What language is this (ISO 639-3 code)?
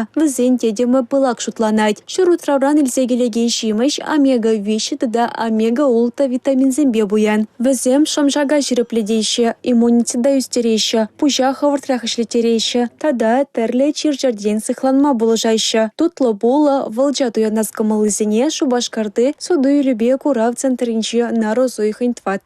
chv